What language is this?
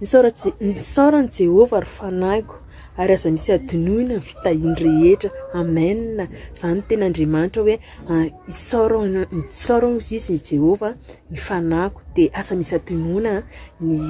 Malagasy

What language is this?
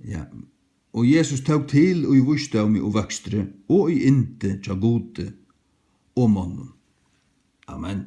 Faroese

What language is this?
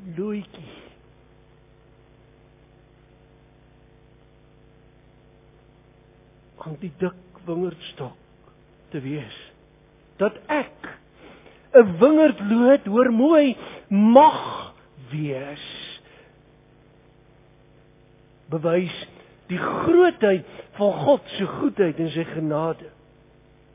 Afrikaans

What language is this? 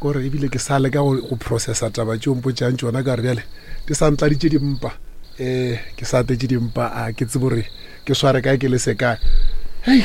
Northern Sotho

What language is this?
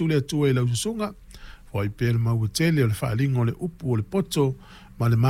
Samoan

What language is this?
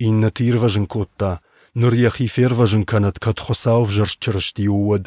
Ossetic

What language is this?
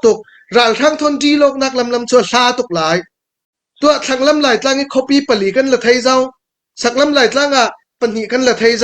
Falam Chin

